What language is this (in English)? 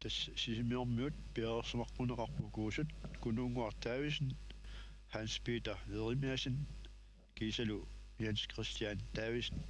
Kalaallisut